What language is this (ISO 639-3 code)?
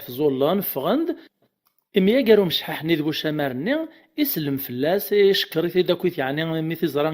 kab